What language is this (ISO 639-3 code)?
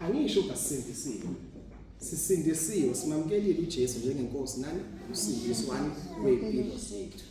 zul